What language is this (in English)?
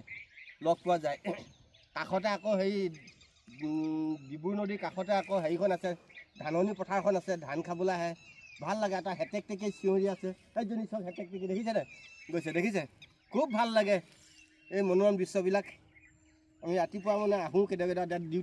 Assamese